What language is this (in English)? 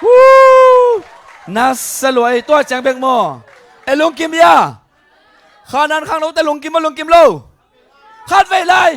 Tedim Chin